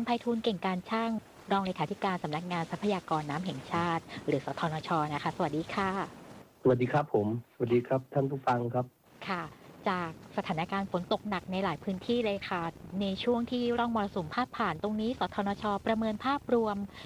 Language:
Thai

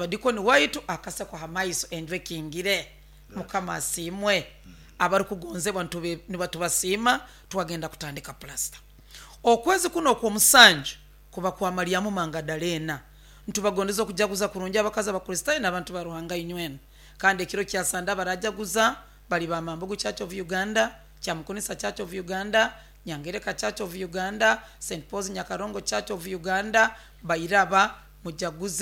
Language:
Nyoro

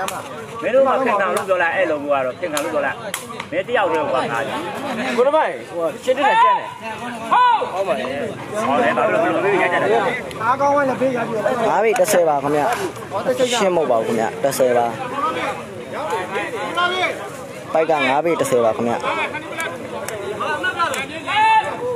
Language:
Burmese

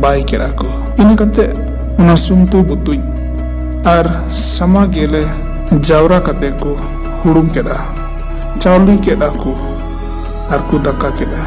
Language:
Santali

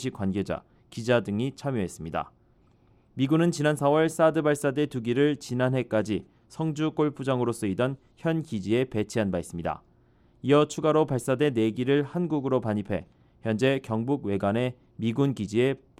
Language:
Korean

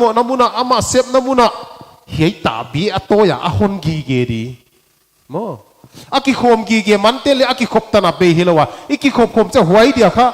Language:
Paite Chin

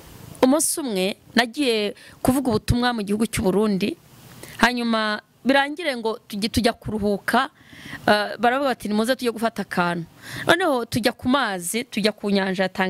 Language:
Kinyarwanda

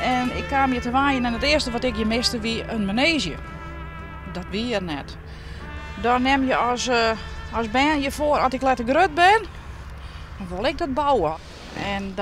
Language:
Western Frisian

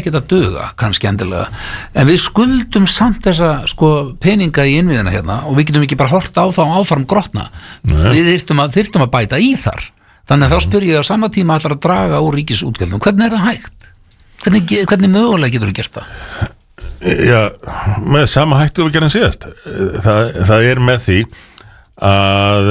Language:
Icelandic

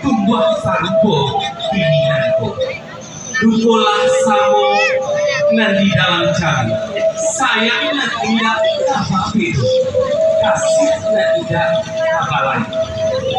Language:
Minangkabau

